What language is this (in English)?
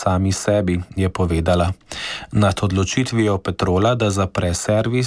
Slovenian